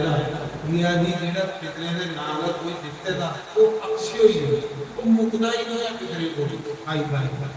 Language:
Dogri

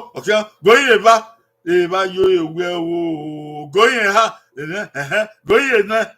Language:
Bini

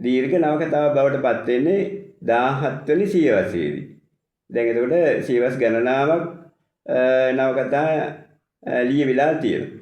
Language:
Sinhala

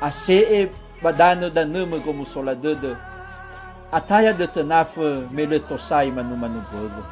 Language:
Nias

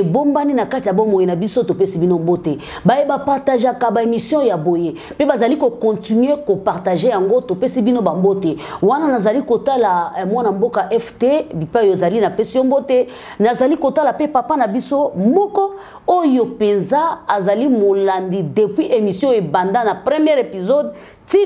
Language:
Lingala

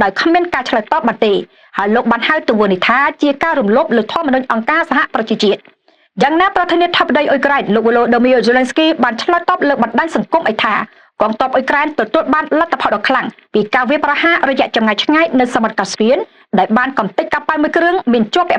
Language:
Khmer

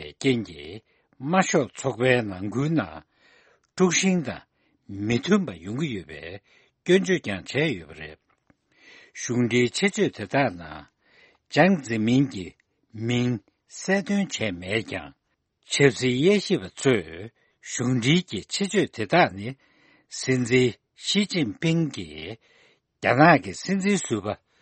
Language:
Tibetan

